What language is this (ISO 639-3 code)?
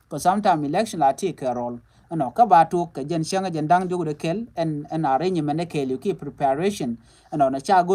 nus